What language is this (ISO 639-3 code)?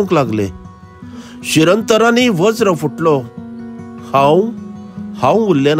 kok